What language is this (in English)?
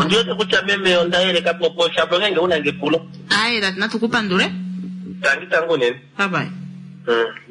Kuanyama